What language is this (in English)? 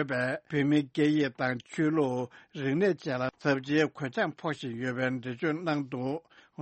Tibetan